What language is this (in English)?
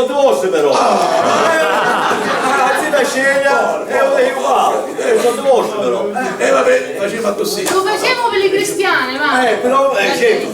Sicilian